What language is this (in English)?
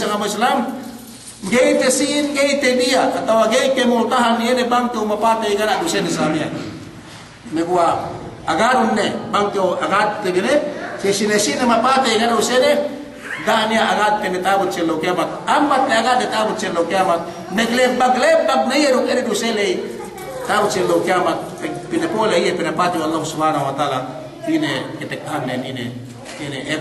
Yakan